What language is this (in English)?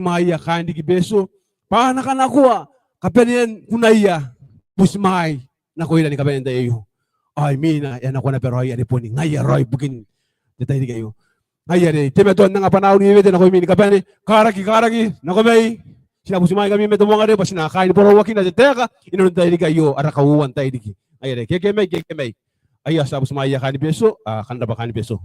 Gilbertese